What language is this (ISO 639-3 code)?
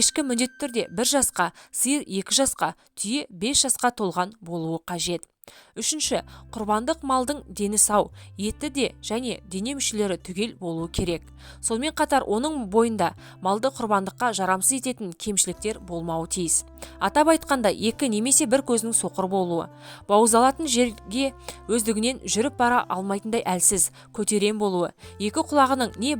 kaz